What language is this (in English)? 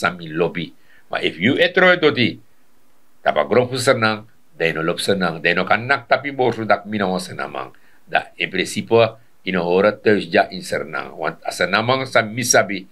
Sranan Tongo